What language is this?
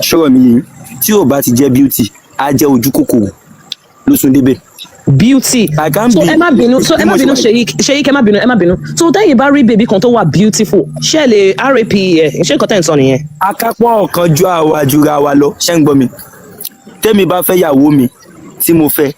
Yoruba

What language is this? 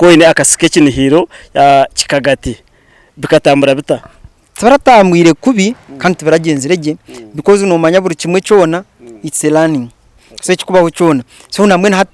Nyankole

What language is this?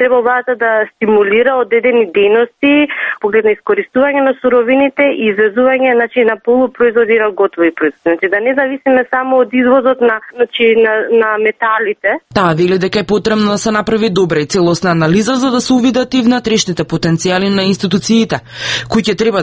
Macedonian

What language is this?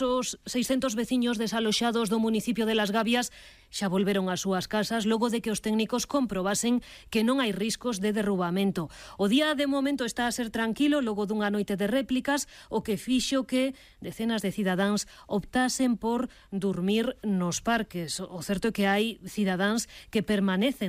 Galician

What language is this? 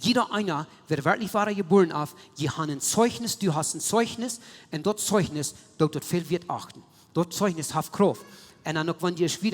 Plautdietsch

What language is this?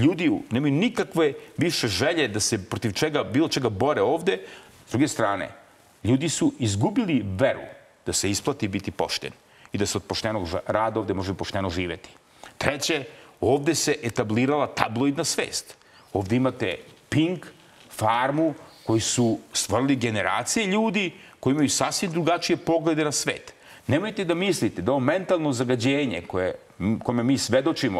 Serbian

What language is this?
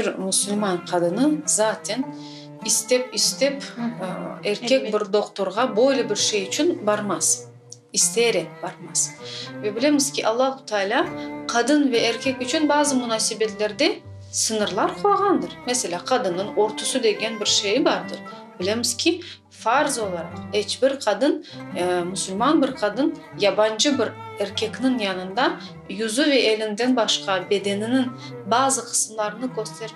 Crimean Tatar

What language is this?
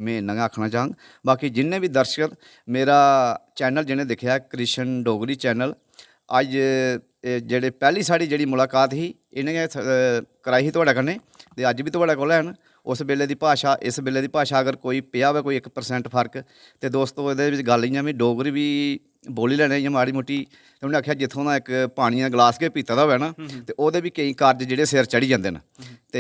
Dogri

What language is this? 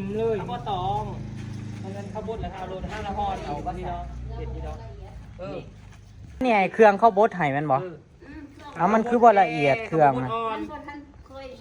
Northeastern Thai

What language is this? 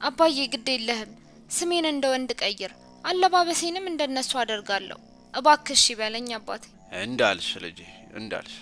Amharic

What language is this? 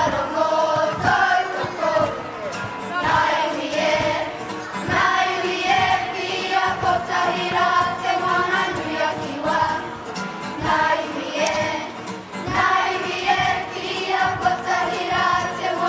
Māori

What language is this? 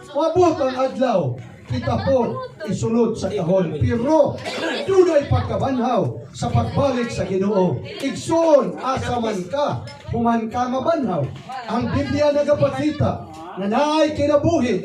Cebuano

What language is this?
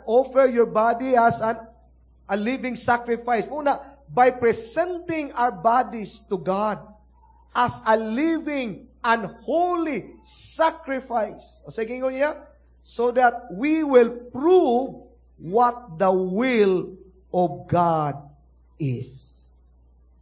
Cebuano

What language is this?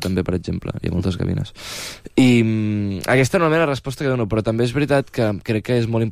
Catalan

